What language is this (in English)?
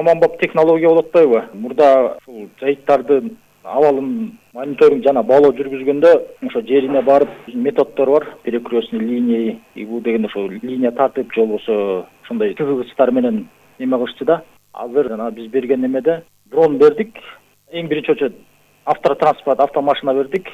Kyrgyz